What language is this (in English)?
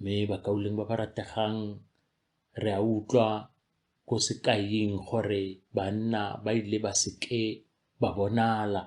Tswana